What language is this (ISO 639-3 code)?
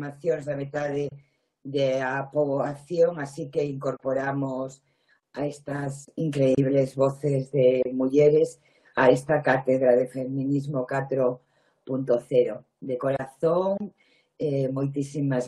glg